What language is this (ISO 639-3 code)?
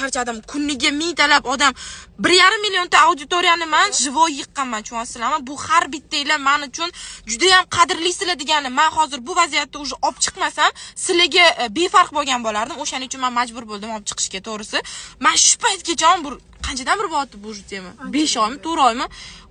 uzb